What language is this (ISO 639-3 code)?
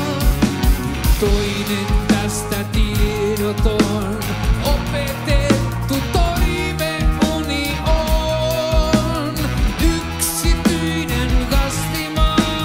fin